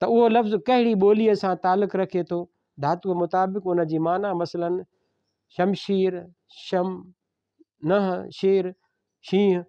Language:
Sindhi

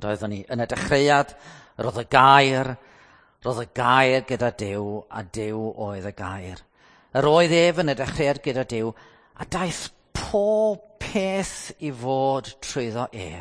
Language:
Welsh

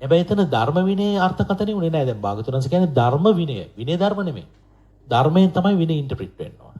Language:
Sinhala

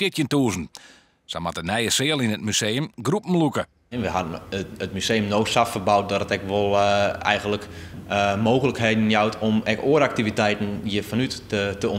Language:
Western Frisian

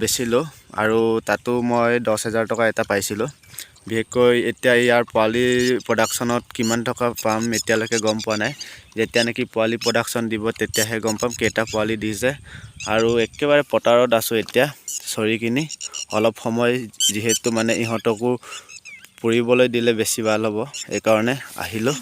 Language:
Assamese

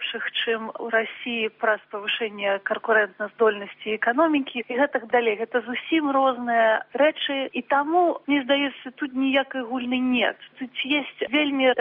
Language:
Belarusian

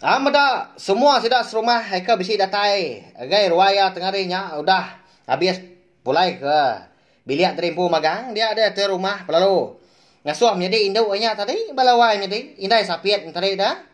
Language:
Iban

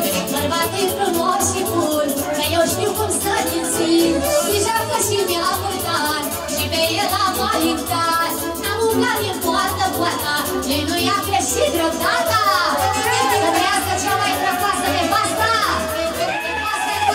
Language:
Romanian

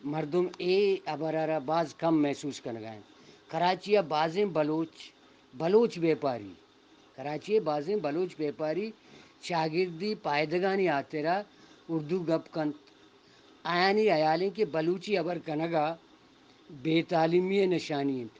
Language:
Eastern Balochi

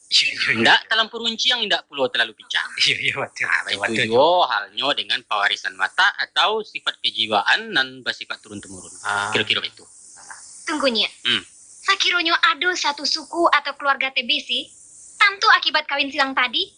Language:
Minangkabau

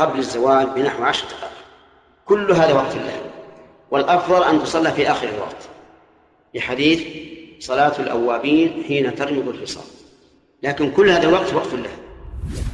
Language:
Arabic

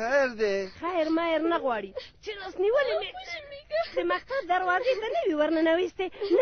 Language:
Pashto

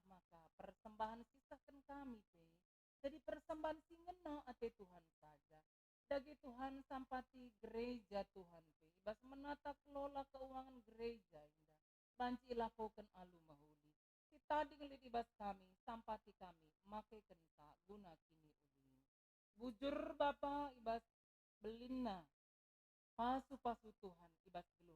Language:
Batak Karo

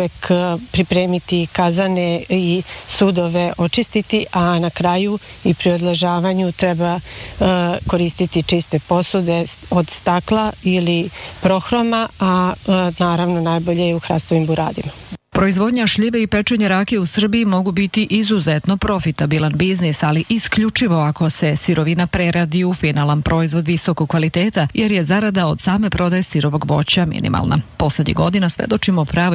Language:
Serbian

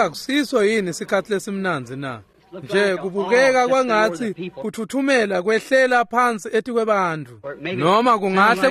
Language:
Swati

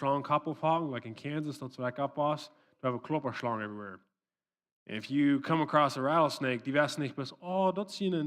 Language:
Plautdietsch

